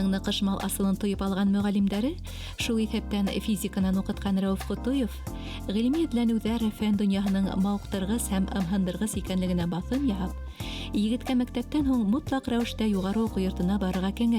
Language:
Bashkir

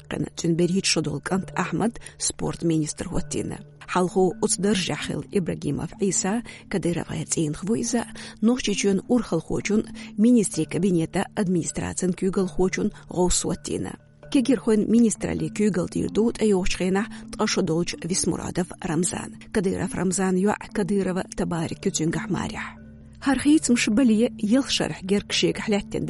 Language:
Chechen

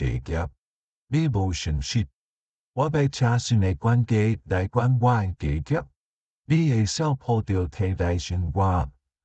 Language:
Min Nan Chinese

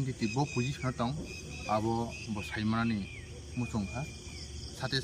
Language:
Kok Borok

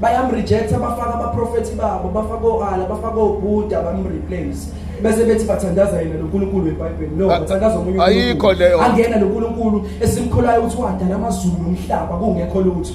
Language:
Zulu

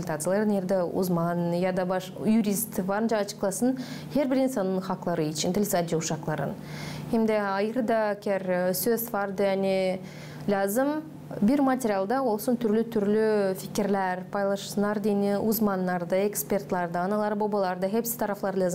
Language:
Gagauz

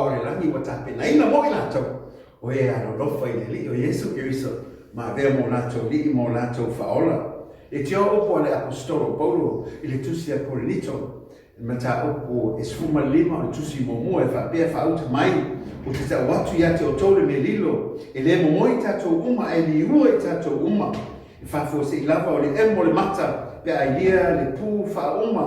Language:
Samoan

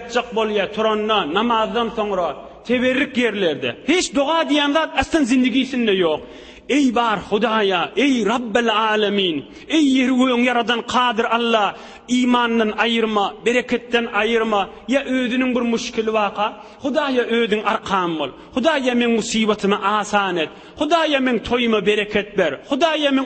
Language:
Turkmen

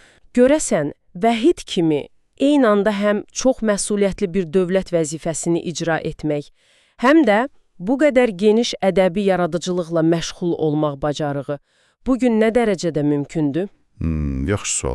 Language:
Azerbaijani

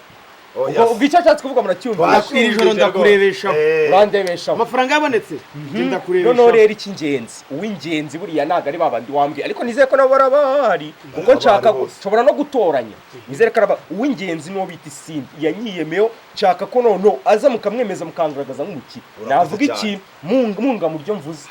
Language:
Kinyarwanda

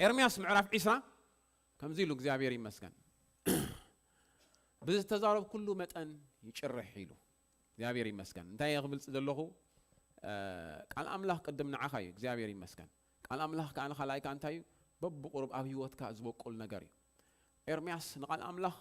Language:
Tigrinya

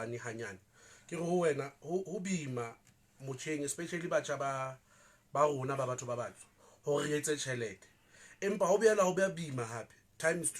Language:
Southern Sotho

